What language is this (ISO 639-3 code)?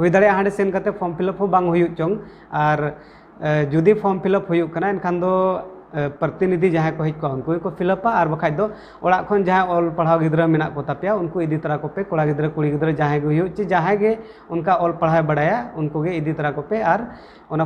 sat